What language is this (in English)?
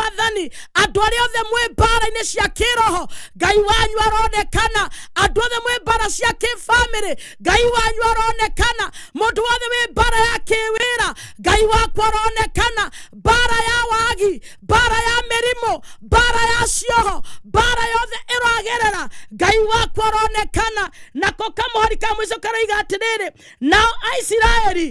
Kikuyu